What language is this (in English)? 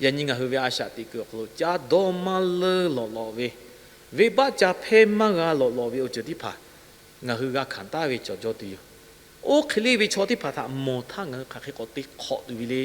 Lahu